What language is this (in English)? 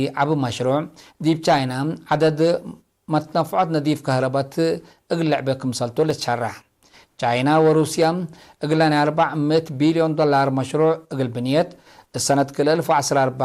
Tigre